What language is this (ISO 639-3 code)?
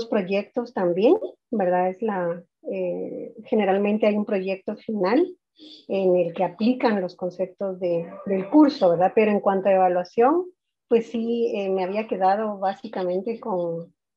spa